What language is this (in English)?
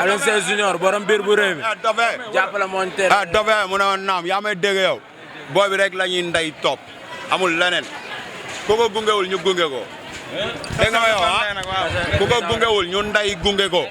Wolof